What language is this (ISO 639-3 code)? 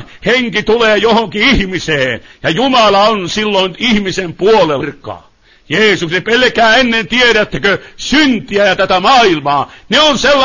fin